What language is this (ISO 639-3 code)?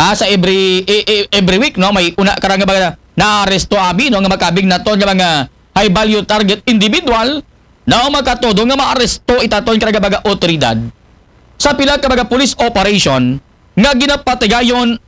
akl